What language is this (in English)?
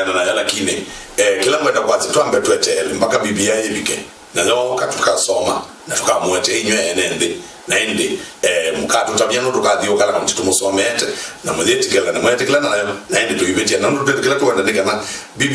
Kamba